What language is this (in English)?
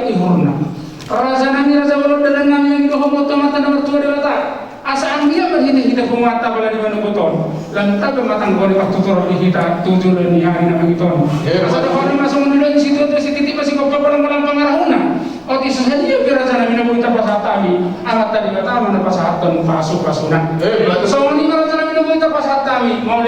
Batak Toba